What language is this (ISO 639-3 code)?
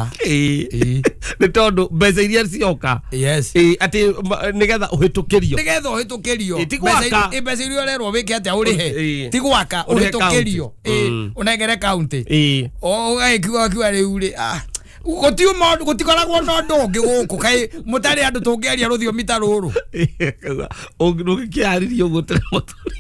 kik